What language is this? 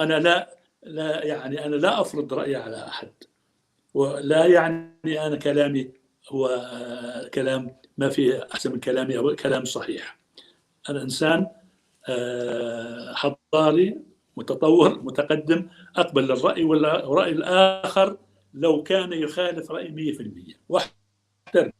North Levantine Arabic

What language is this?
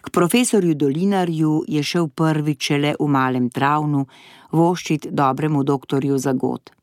Slovenian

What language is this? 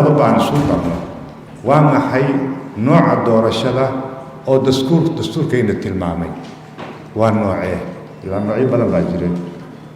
Somali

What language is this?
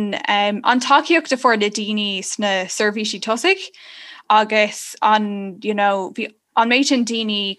Irish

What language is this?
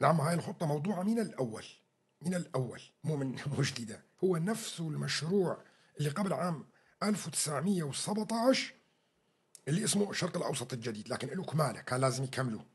North Levantine Arabic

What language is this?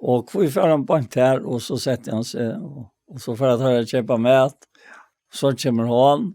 Faroese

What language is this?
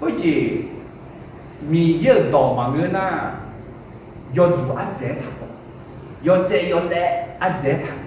Akha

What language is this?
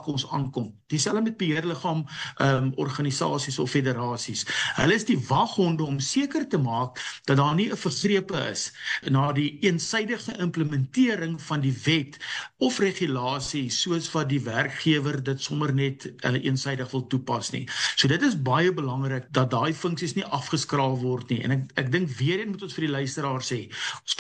Afrikaans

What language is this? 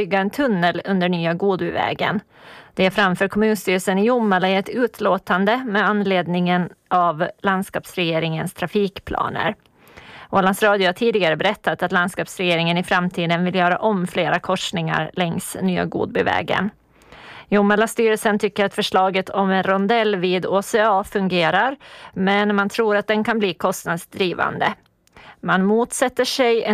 Swedish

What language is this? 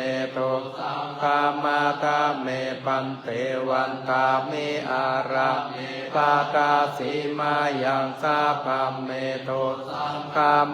Pali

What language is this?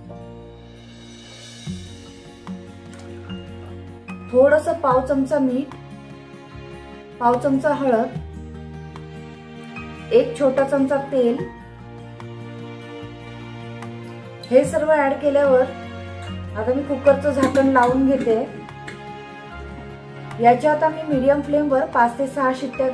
Marathi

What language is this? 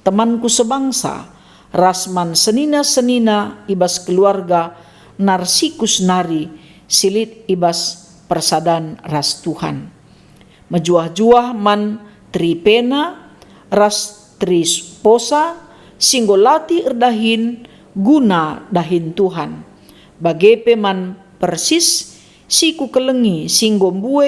Batak Karo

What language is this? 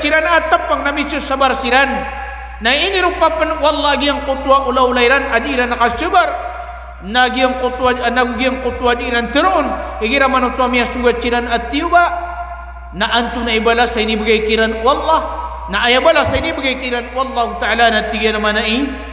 Maranao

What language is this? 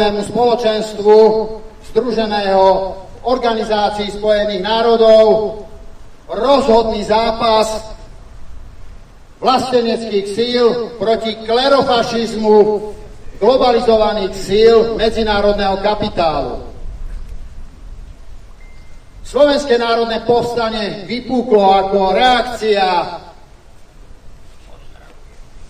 Slovak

